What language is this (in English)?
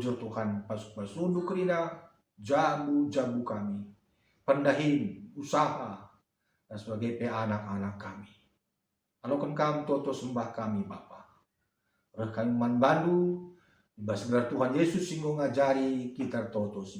Batak Karo